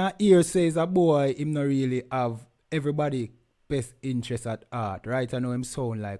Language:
Jamaican Creole English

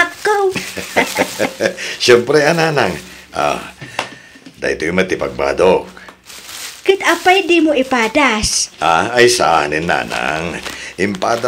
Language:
Iloko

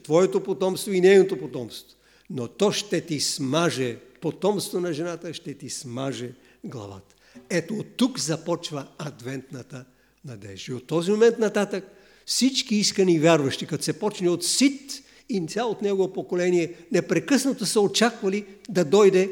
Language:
Bulgarian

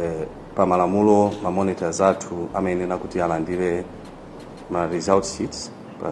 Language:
Nyanja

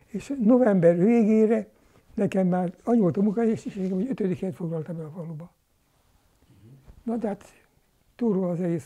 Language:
Hungarian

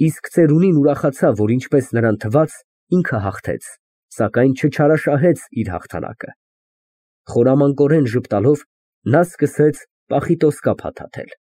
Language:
Armenian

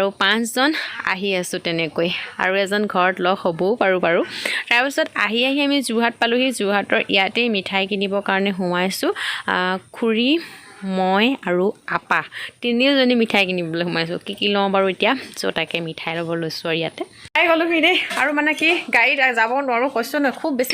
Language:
Assamese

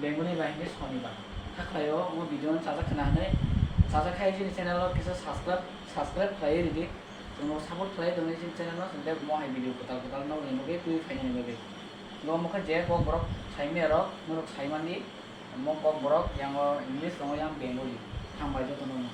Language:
Kok Borok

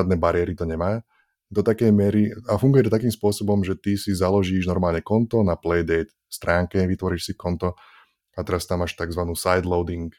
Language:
Slovak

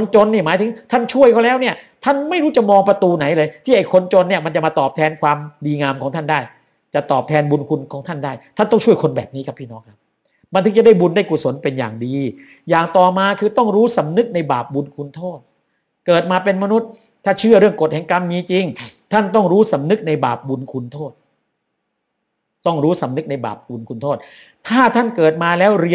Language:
Thai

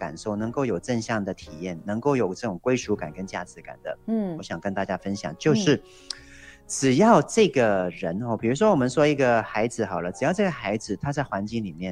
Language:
Chinese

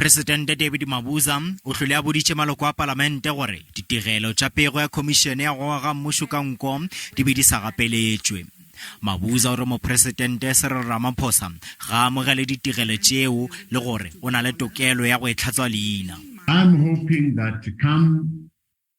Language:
Northern Sotho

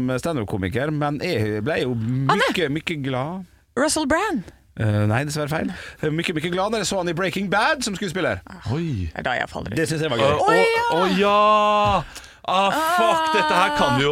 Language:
Norwegian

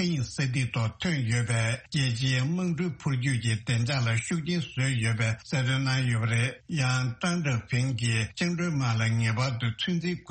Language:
Tibetan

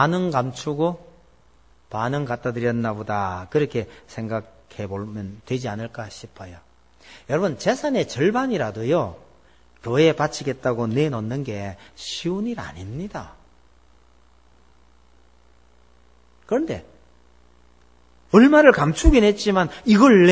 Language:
Korean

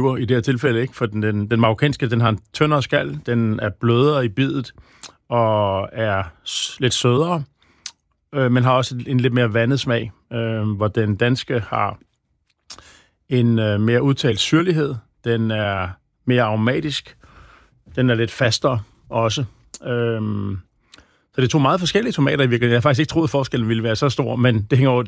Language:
Danish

